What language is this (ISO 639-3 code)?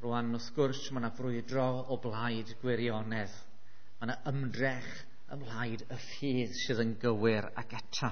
cym